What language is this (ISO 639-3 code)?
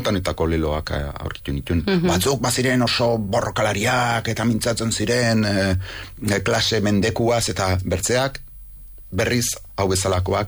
eus